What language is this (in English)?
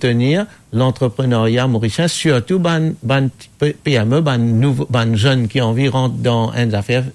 Morisyen